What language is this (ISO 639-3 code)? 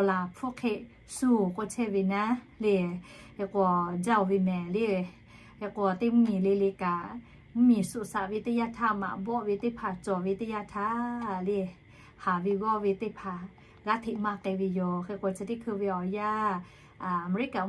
lhu